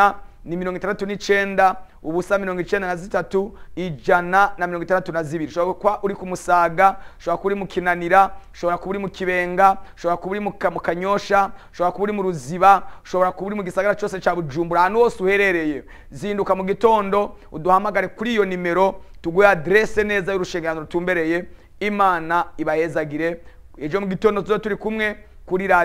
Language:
Rundi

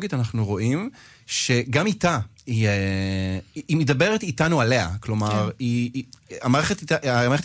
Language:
Hebrew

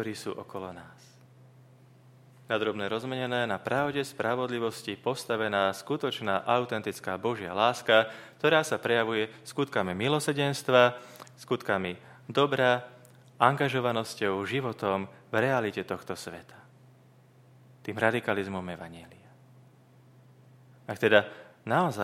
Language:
Slovak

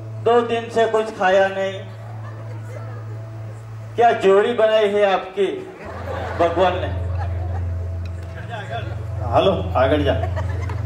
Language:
Gujarati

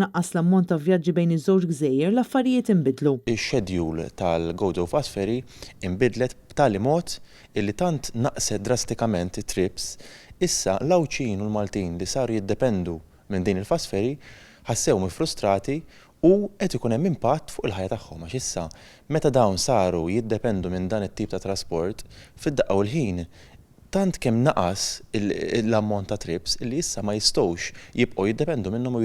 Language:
Maltese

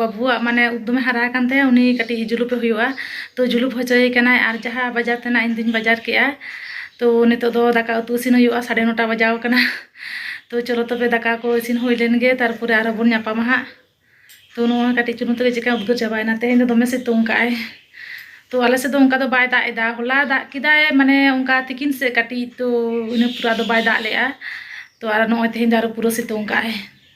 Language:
Santali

